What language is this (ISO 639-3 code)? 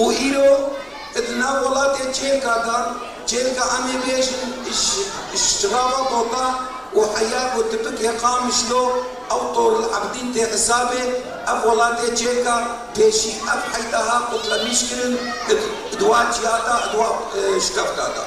kur